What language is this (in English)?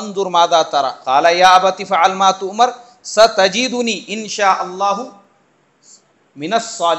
Urdu